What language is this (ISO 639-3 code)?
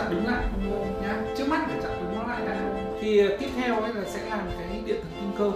vie